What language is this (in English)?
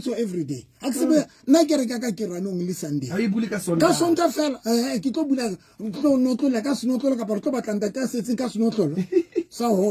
Southern Sotho